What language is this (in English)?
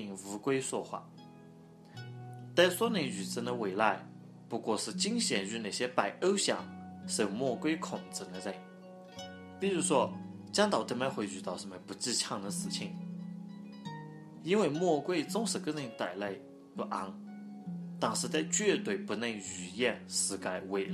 Chinese